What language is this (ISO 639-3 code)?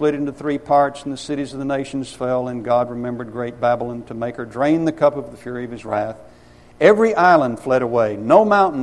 eng